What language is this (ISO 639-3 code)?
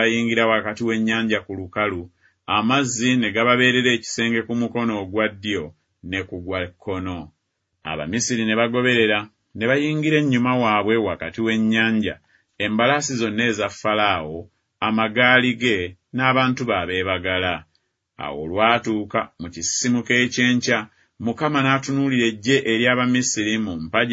lug